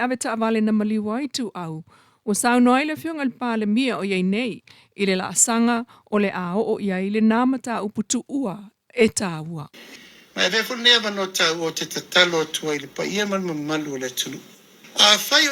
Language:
Samoan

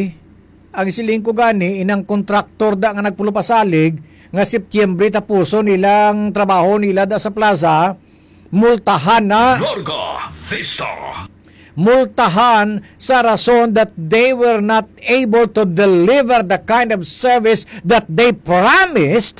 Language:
Hiligaynon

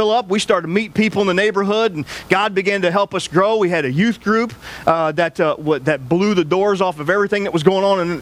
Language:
English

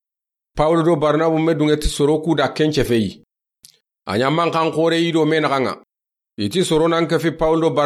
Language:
Soninke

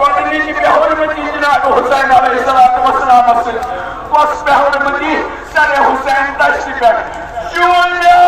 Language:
Kashmiri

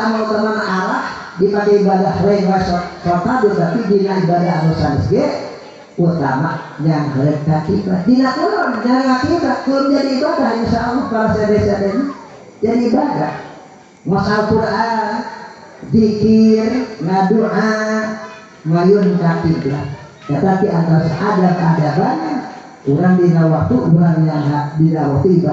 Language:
Sundanese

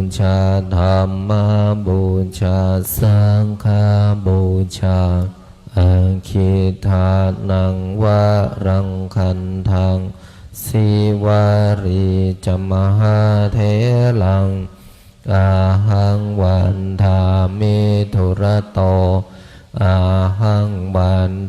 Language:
Pali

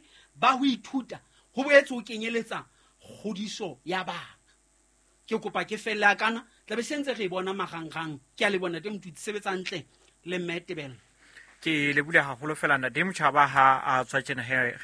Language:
Southern Sotho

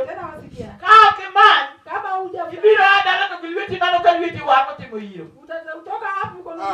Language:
Luo (Kenya and Tanzania)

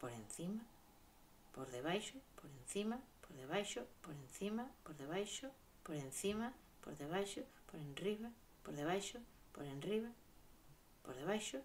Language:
Galician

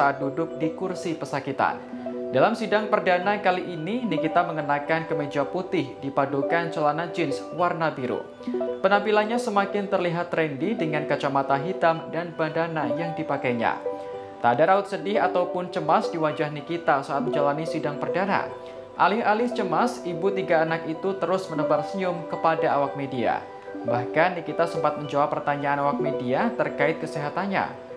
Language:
Indonesian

